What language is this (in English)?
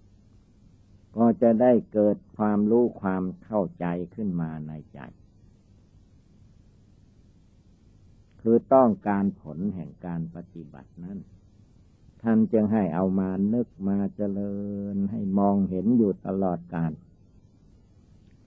Thai